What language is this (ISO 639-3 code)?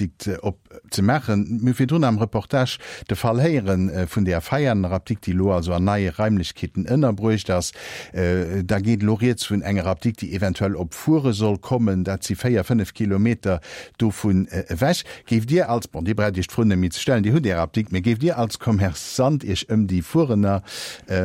ltz